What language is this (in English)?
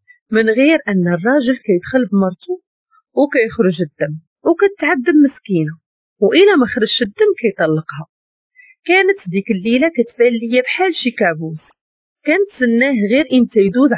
Moroccan Arabic